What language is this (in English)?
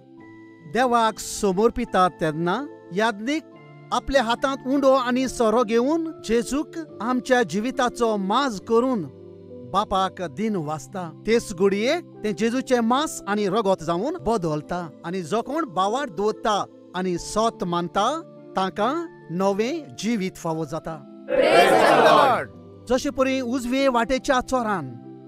Konkani